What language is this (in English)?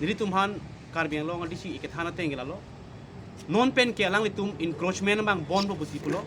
Karbi